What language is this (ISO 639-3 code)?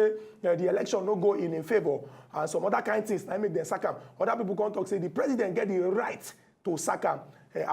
pcm